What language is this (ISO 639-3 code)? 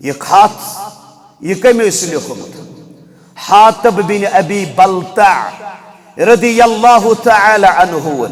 kas